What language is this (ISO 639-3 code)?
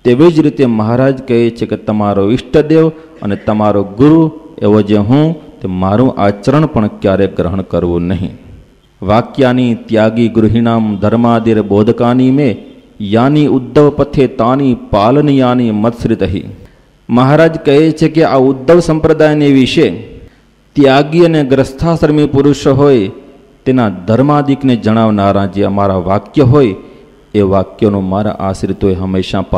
guj